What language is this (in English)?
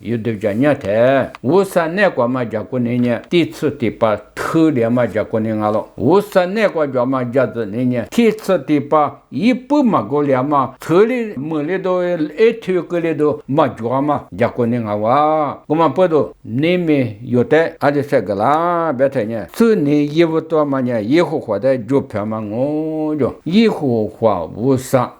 Lisu